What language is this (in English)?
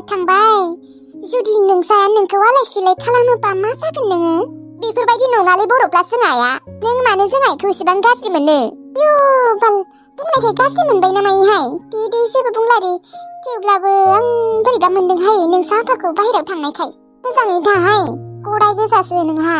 Bodo